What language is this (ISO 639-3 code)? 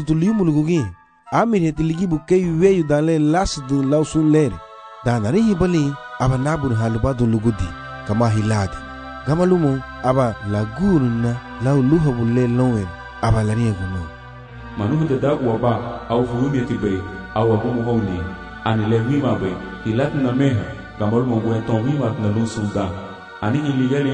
cab